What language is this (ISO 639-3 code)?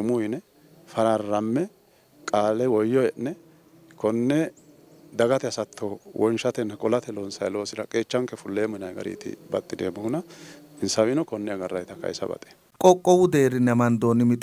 sid